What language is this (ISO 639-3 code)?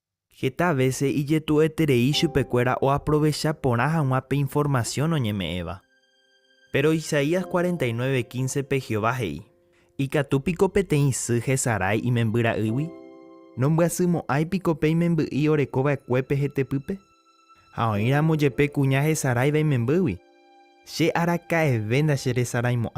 grn